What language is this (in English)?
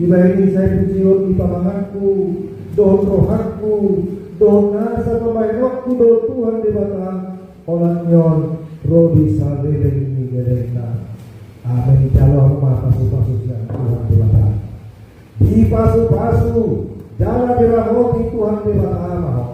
Batak Toba